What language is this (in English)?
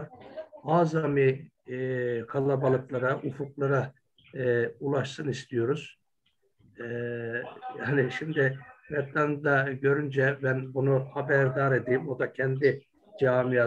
Turkish